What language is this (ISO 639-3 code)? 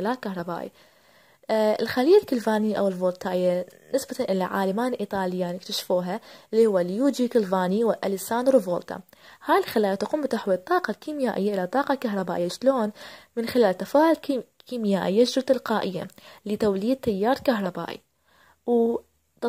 ara